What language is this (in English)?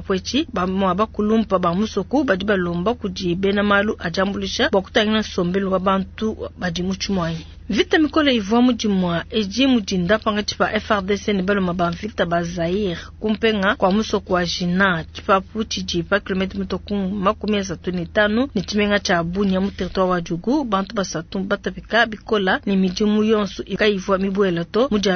Luba-Lulua